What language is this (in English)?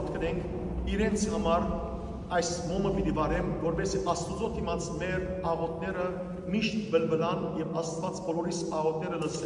Western Armenian